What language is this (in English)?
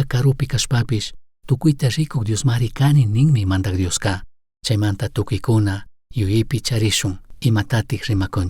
Chimborazo Highland Quichua